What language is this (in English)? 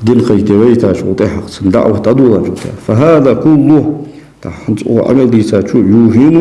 Ingush